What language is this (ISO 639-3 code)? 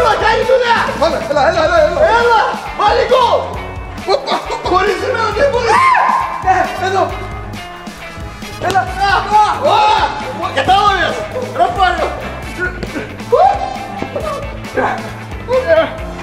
ell